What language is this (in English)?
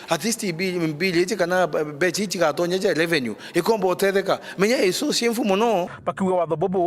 Meru